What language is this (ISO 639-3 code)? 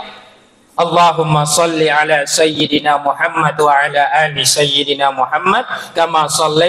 bug